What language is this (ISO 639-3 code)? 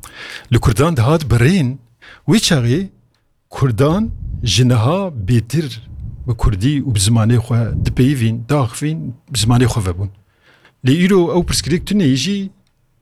kur